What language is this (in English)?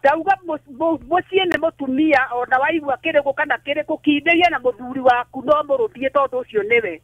Kikuyu